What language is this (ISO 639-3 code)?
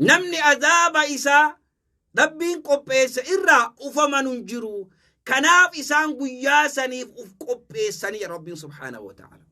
orm